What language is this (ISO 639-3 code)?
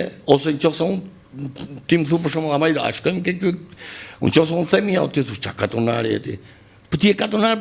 sqi